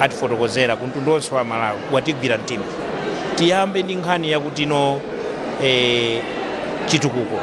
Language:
Nyanja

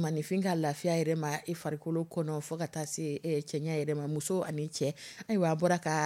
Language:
Dyula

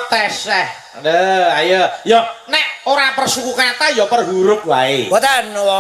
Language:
Javanese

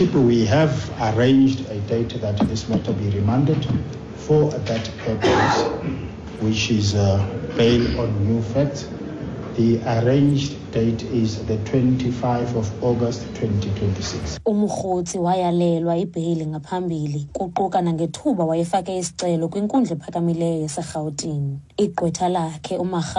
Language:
Xhosa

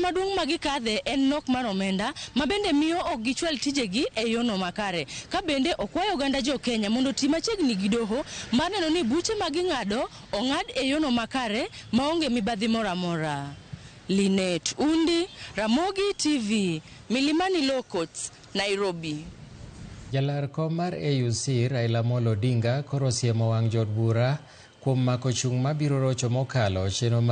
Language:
Luo (Kenya and Tanzania)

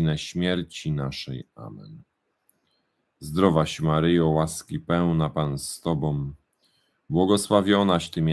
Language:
Polish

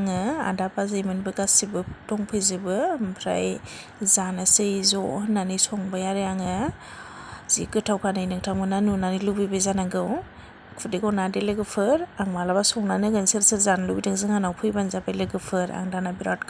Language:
Bodo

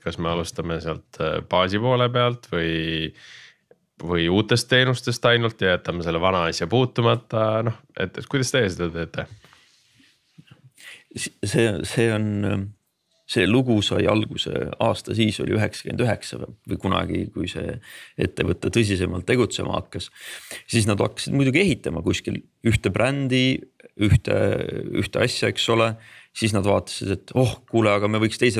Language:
Estonian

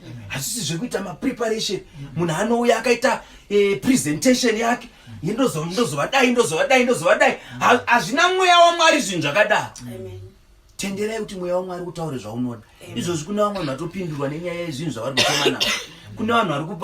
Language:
Shona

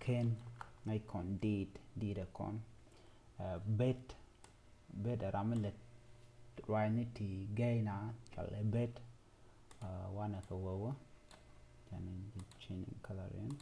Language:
Nuer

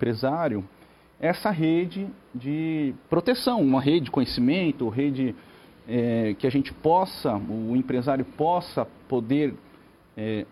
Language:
Portuguese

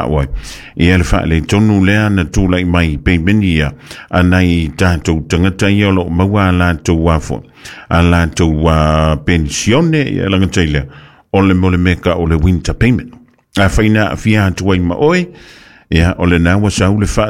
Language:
Samoan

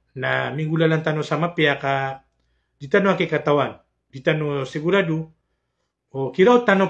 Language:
Maranao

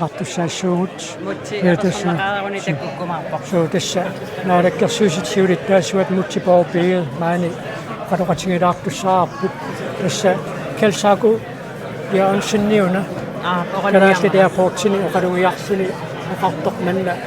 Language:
Kalaallisut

